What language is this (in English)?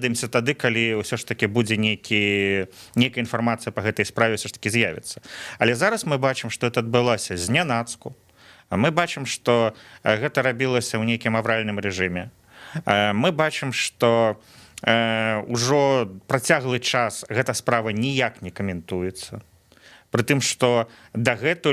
Belarusian